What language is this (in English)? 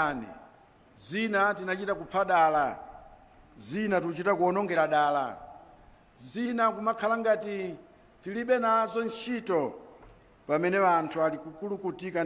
Nyanja